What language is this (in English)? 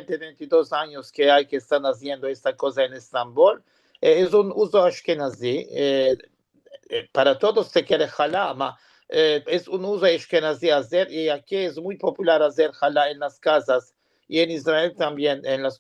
Ladino